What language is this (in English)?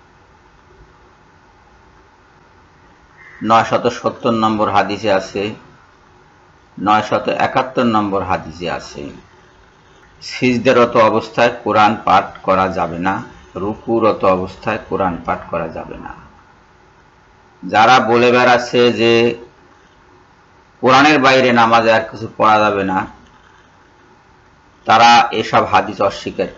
Bangla